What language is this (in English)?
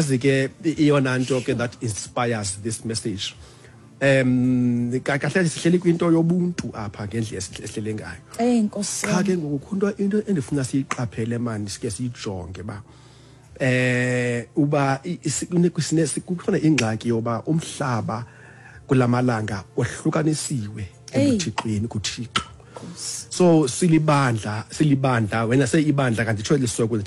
Xhosa